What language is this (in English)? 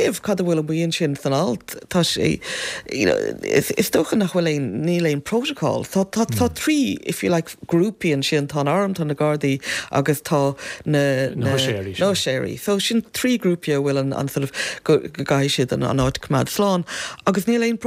Irish